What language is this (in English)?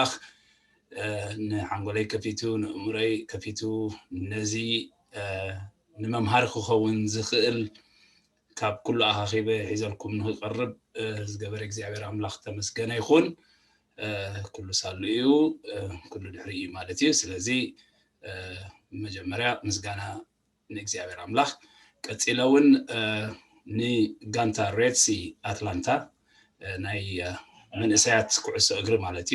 Tigrinya